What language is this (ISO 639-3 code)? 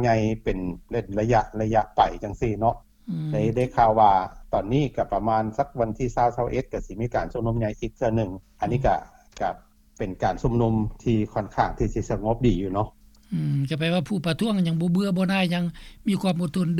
lao